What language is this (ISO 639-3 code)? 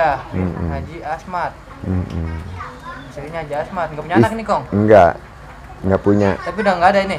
bew